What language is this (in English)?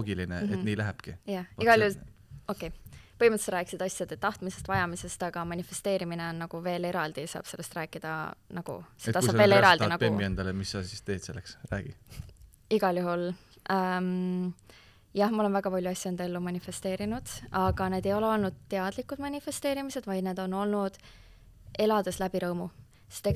Estonian